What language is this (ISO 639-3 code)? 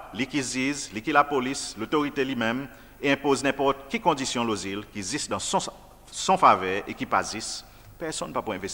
crs